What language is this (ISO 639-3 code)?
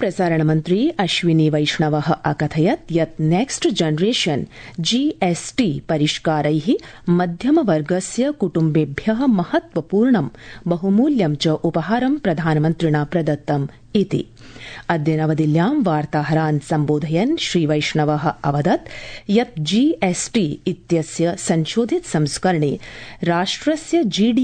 san